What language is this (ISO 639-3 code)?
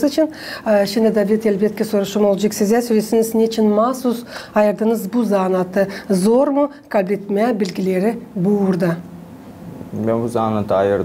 gag